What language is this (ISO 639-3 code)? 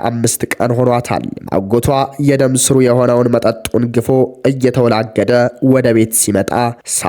amh